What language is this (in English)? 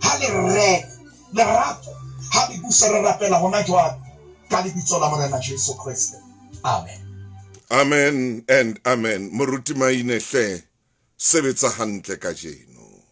Southern Sotho